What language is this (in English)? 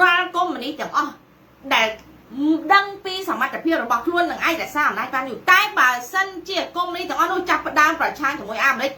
Khmer